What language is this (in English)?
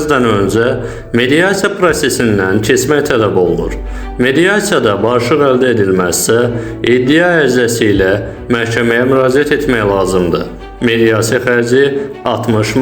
Azerbaijani